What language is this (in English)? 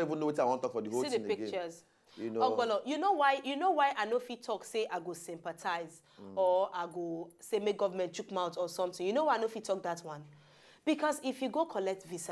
Nigerian Pidgin